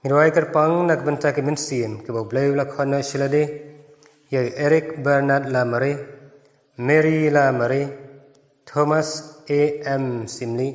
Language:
Khasi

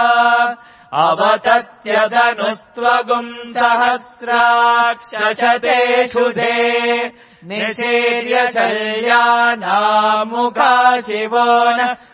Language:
Sanskrit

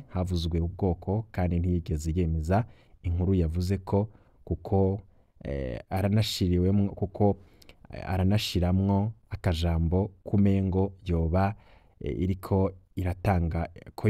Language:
Rundi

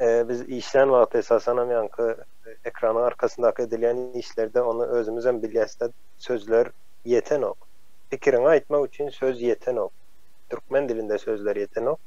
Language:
Turkmen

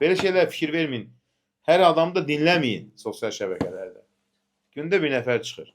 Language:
Azerbaijani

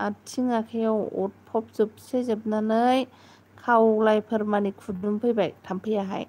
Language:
Bodo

